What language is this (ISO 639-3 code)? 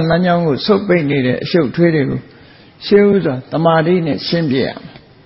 mya